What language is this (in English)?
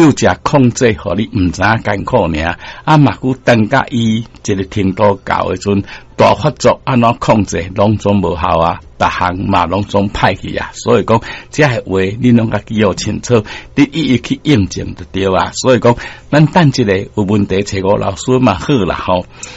Min Nan Chinese